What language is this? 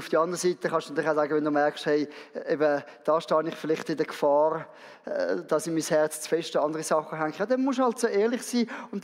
Swiss German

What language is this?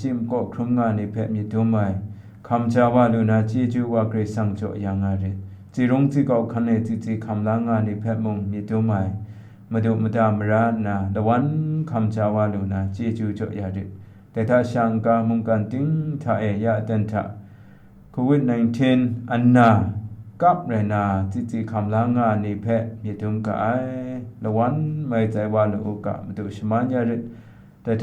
Kachin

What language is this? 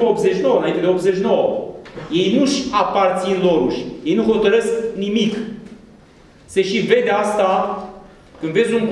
Romanian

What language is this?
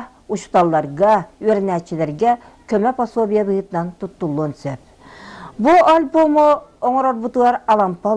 Yakut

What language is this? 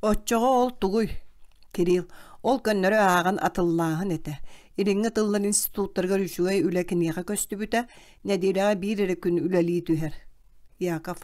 Yakut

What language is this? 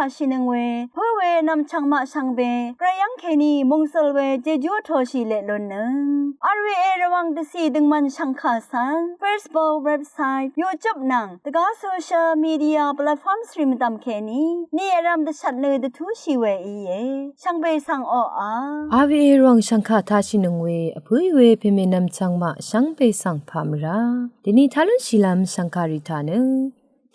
Rawang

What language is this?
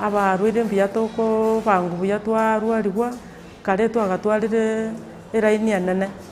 Gusii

